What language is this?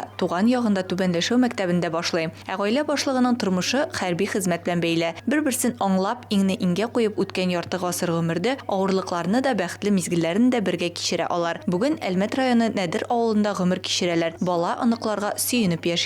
Tatar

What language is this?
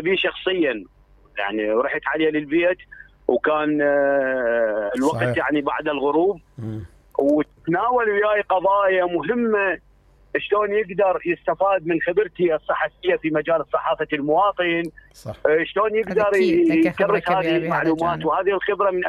Mesopotamian Arabic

